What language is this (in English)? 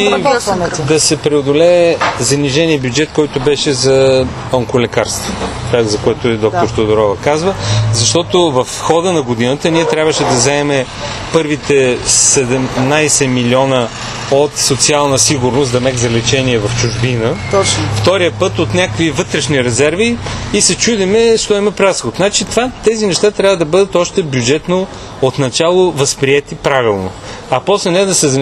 Bulgarian